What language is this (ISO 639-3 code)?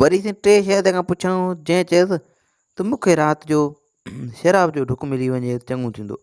snd